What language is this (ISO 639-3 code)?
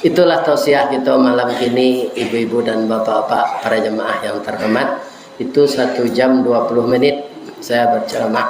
min